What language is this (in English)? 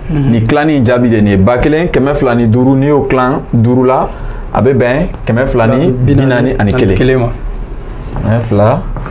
Bambara